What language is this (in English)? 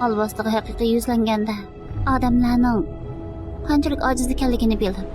Uyghur